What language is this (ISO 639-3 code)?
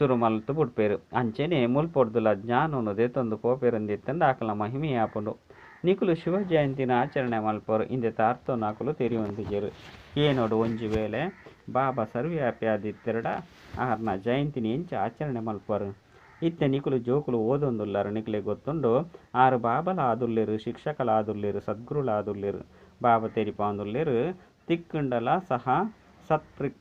tcy